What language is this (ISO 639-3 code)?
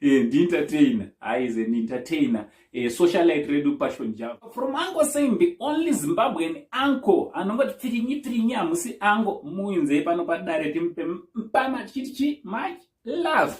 sna